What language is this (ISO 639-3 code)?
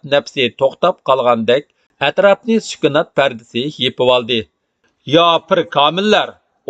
uig